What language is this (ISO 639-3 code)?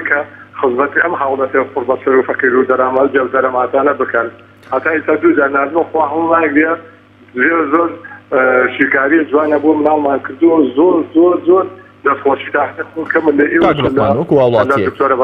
ckb